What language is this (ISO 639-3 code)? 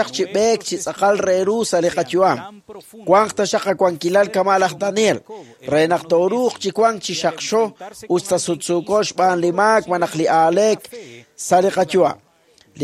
kek